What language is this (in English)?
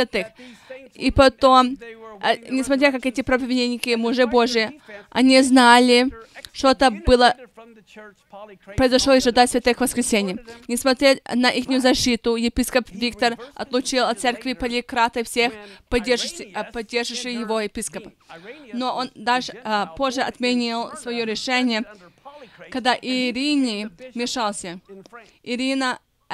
Russian